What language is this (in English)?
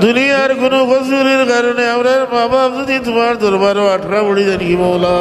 Sylheti